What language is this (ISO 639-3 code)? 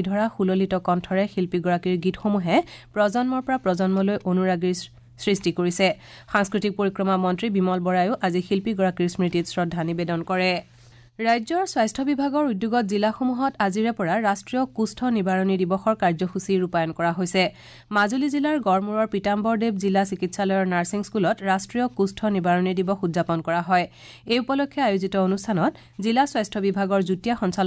asm